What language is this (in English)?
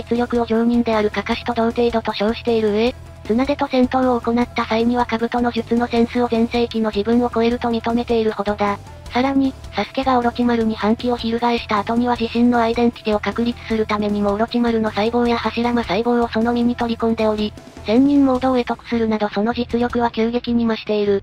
Japanese